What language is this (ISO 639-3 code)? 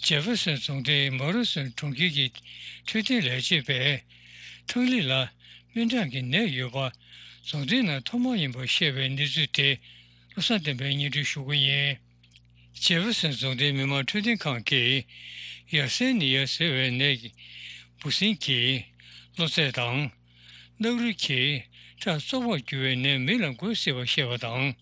bod